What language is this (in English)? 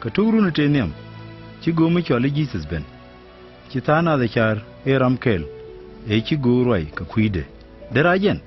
Nuer